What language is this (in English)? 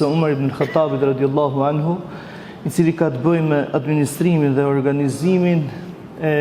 Albanian